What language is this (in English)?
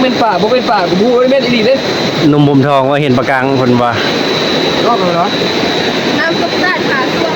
Northeastern Thai